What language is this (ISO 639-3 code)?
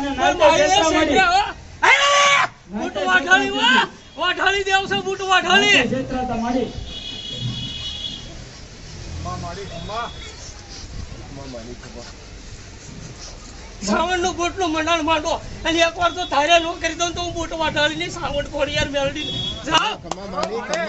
guj